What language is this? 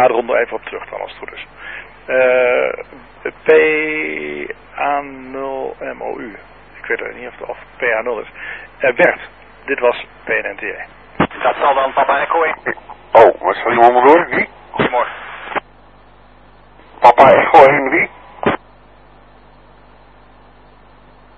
Dutch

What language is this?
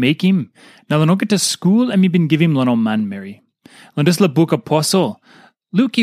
Tok Pisin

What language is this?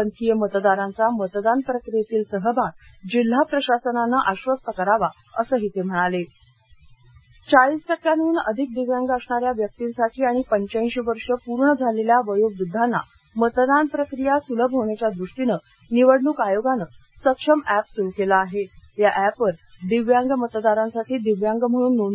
Marathi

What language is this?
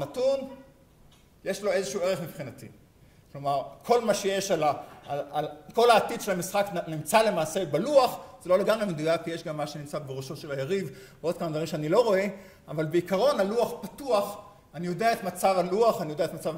Hebrew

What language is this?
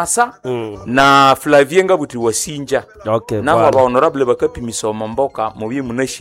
Nande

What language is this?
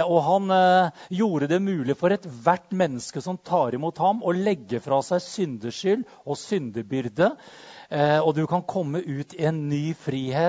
Norwegian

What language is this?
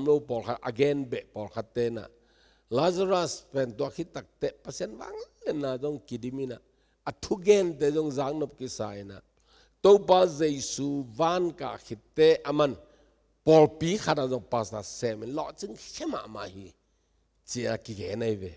Tedim Chin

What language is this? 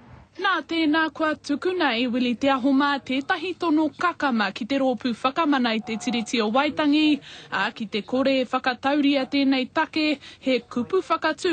Māori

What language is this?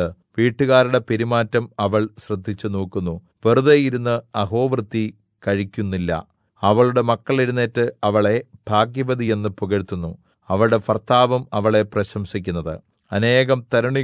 Malayalam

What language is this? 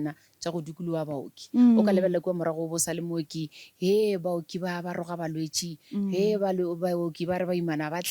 Northern Sotho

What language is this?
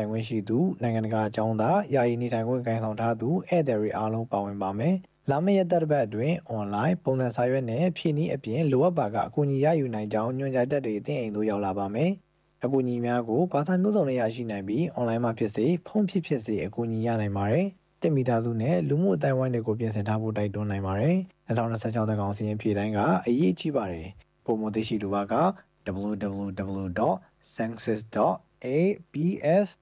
Burmese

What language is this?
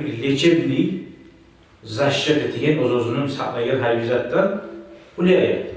Kumyk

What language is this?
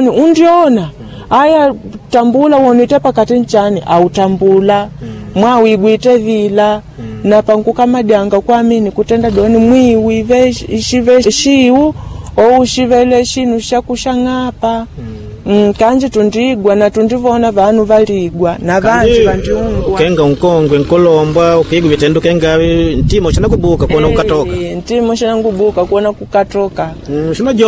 Makonde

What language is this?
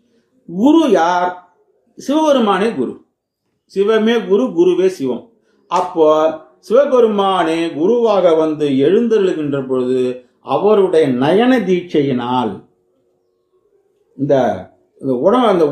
Tamil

